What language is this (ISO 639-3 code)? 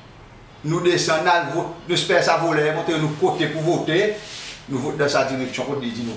crs